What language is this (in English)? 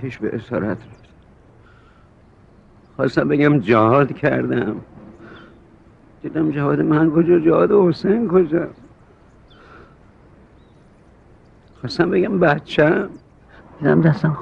Persian